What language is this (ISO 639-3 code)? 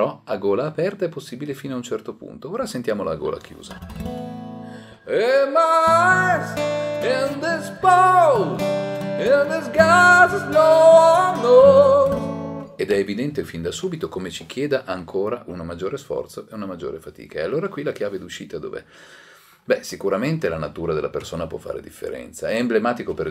ita